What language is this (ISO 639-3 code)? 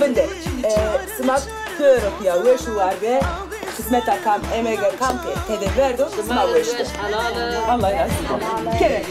zza